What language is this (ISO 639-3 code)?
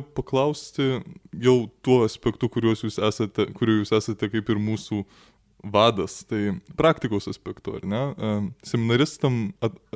lit